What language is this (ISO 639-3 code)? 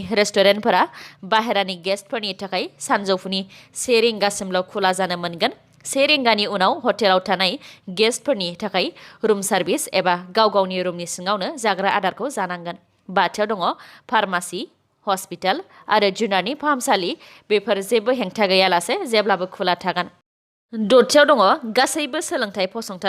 brx